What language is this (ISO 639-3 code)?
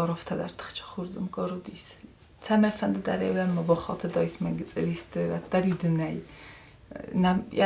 oss